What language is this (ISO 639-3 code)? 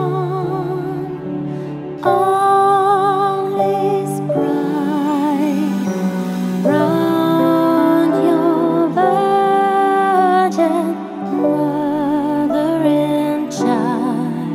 eng